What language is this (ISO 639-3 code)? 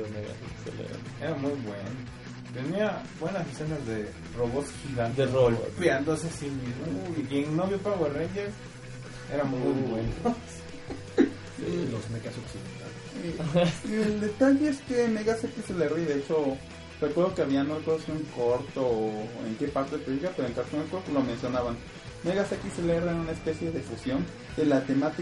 spa